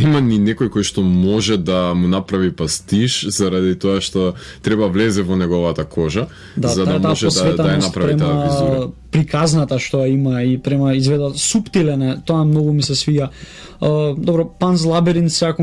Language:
Macedonian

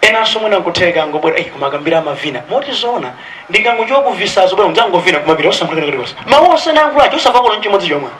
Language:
Nyanja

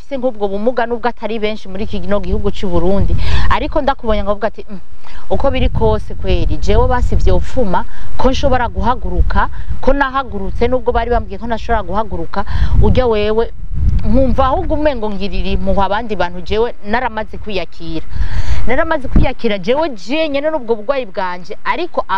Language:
Rundi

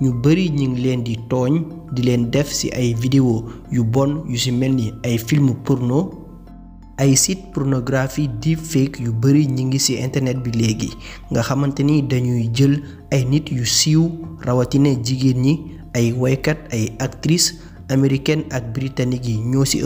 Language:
Wolof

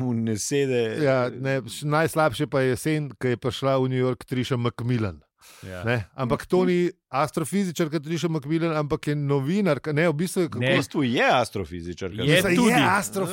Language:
Slovenian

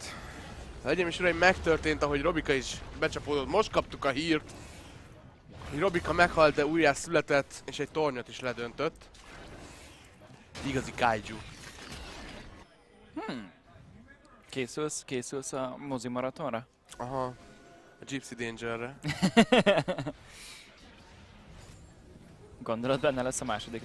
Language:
Hungarian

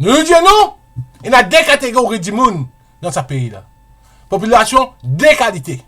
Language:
Morisyen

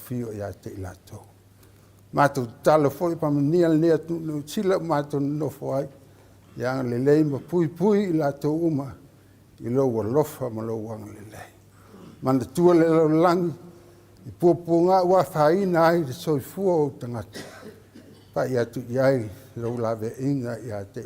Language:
Samoan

